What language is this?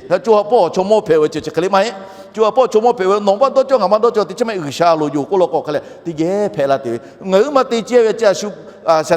Lahu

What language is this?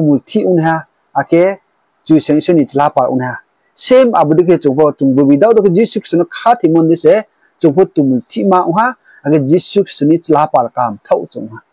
Riang (India)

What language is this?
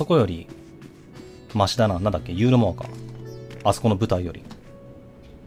Japanese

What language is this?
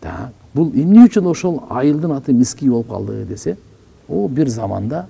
Kyrgyz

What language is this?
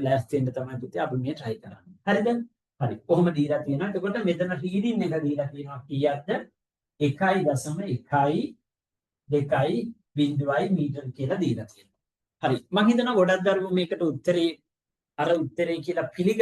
Sinhala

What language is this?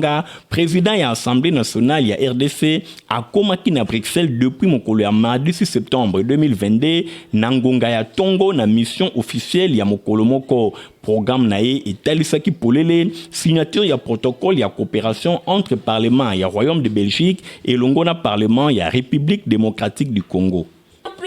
Lingala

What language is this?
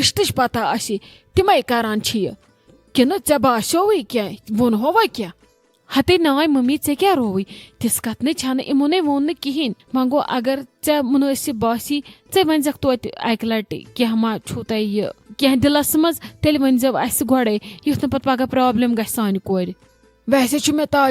Kashmiri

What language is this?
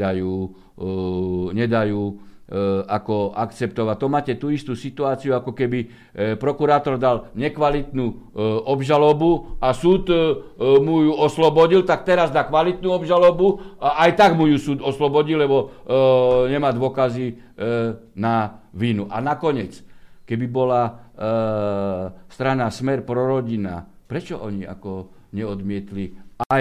Slovak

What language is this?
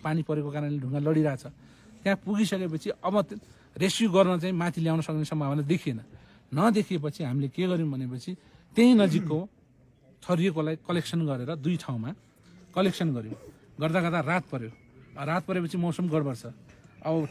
Nepali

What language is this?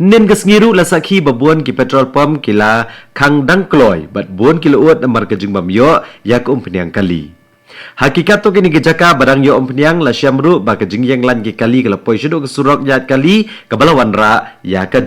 Khasi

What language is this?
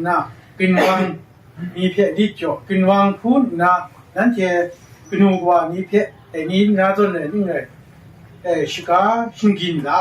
Kachin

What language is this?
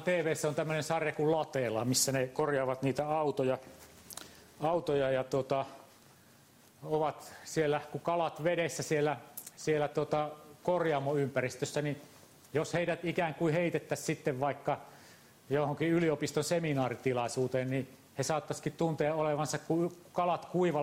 Finnish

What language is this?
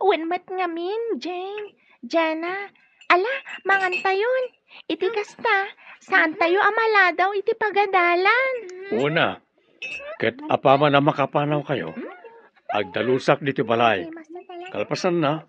Iloko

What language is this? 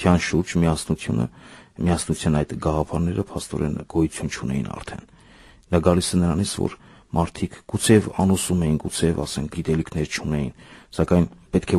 Armenian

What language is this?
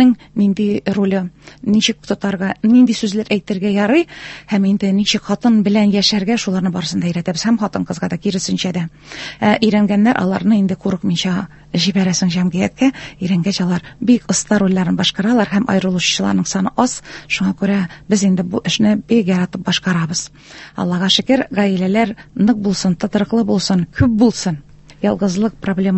Tatar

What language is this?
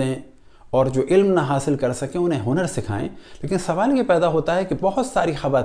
Urdu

